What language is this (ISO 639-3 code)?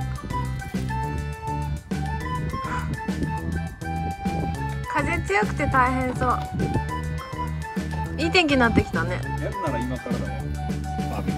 jpn